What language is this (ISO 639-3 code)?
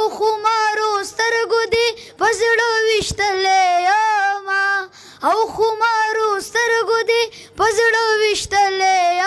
pus